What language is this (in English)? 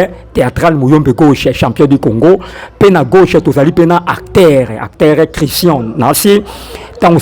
Lingala